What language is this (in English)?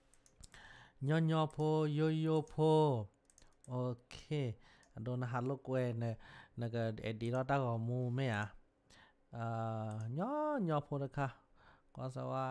S'gaw Karen